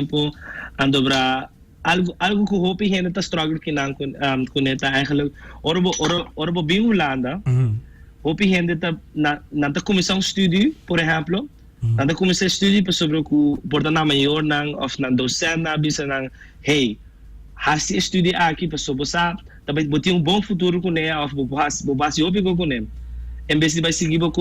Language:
Papiamento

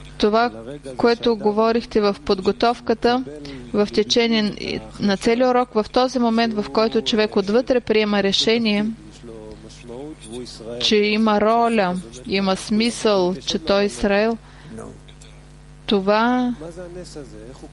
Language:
Bulgarian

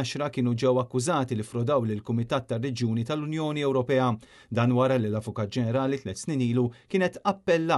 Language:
Maltese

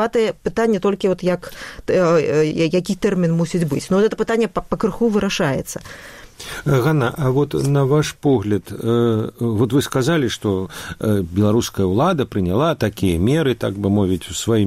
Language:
Belarusian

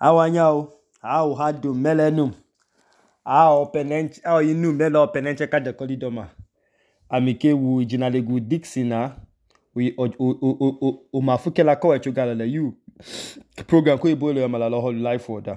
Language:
Idoma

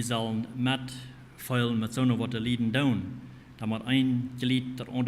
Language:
Plautdietsch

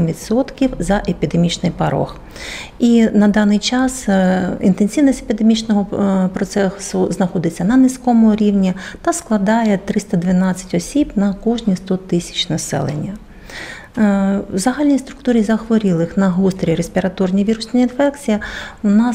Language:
Ukrainian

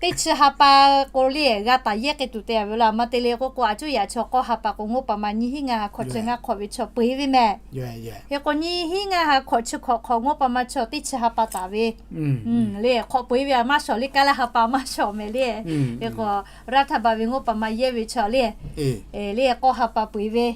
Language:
Lahu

